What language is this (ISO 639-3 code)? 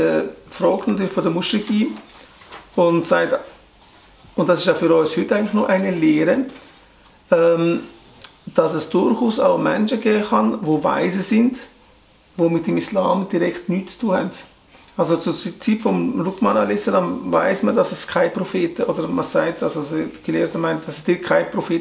gsw